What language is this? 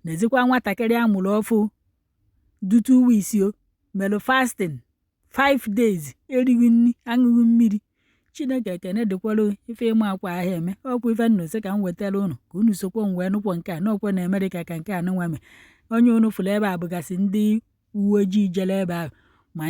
Igbo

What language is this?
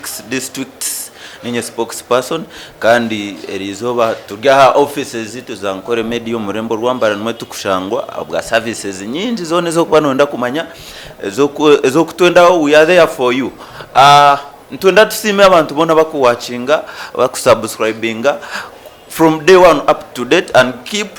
Nyankole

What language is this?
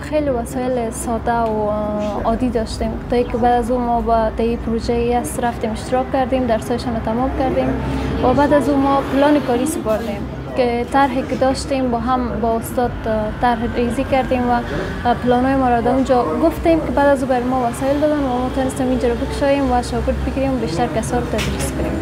Tajik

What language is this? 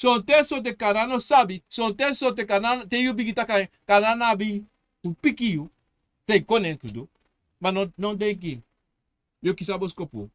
Sranan Tongo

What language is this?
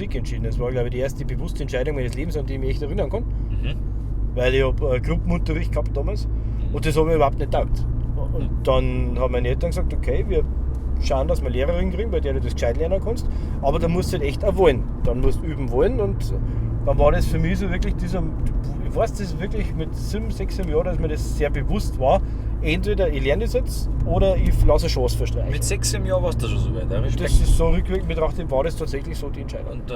Bavarian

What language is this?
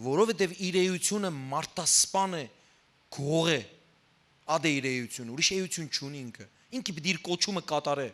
Western Armenian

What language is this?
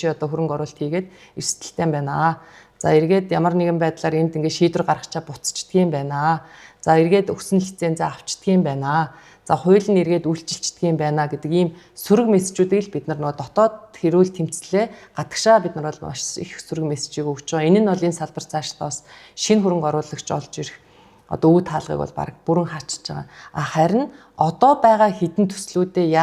Mongolian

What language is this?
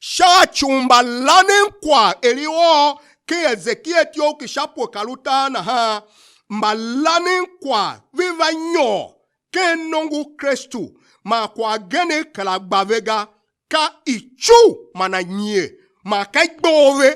Tiv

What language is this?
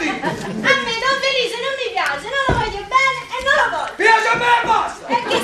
Neapolitan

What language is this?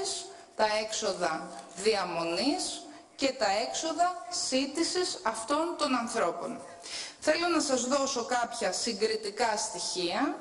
Greek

